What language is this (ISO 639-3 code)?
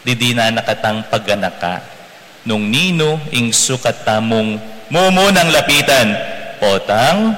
pam